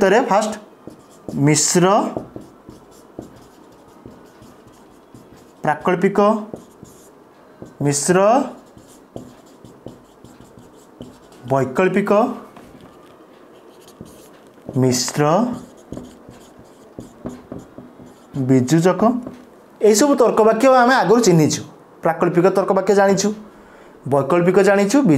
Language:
Odia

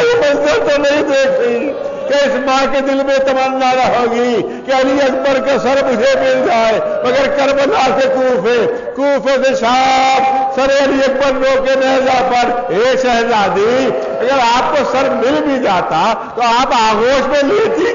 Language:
Urdu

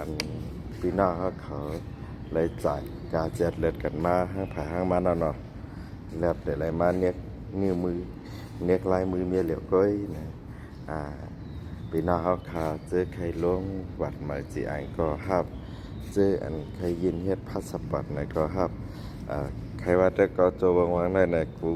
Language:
Shan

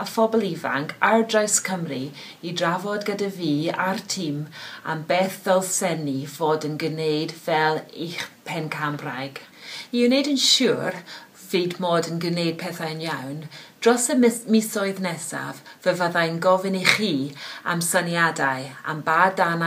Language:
Welsh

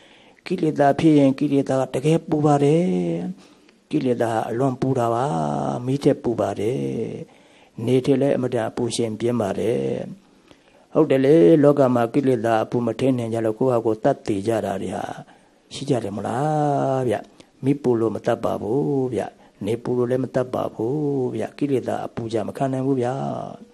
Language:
Burmese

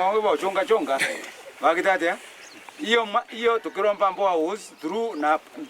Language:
Meru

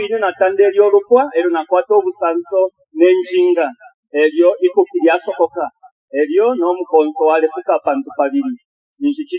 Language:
Bemba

